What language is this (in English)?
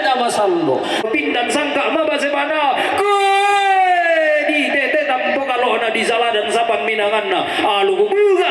Toraja-Sa'dan